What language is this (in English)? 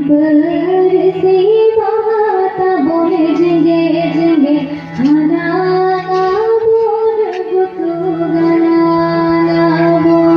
Santali